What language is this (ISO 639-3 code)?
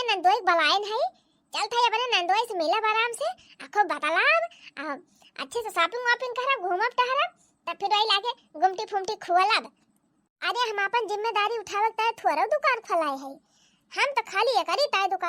awa